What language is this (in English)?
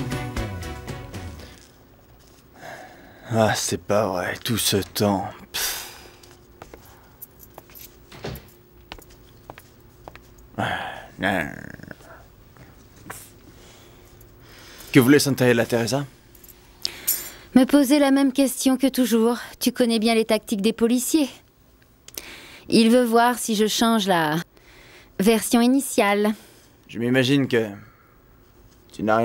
French